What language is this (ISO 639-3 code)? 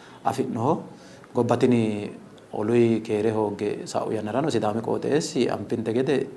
sid